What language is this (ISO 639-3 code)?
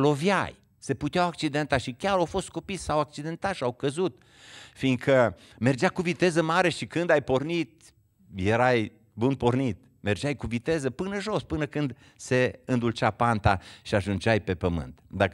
ron